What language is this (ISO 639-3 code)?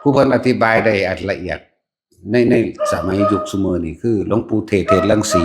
tts